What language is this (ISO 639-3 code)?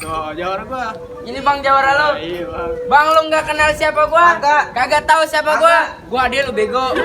bew